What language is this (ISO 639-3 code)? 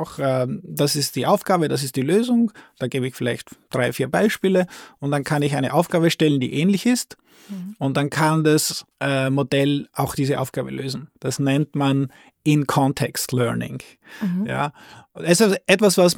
deu